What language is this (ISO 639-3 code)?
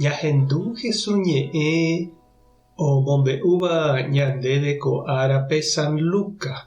grn